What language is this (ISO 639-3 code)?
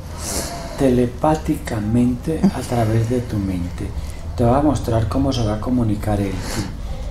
spa